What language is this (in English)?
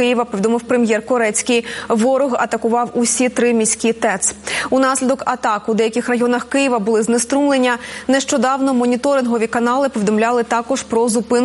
Ukrainian